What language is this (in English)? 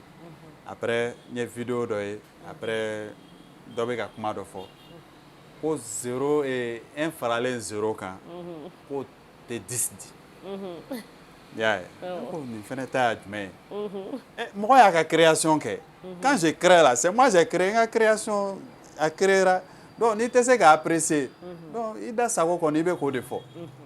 Bambara